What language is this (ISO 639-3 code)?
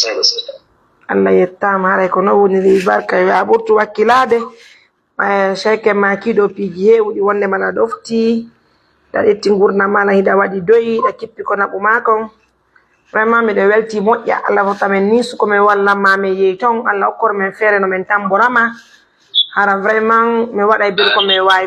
fuf